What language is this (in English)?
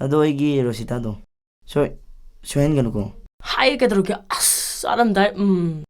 Manipuri